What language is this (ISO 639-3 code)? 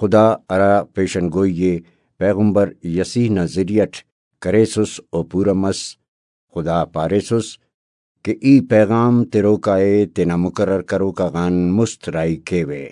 brh